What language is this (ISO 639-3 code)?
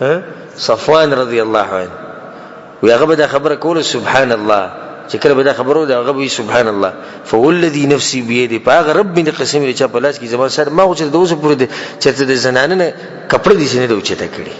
pus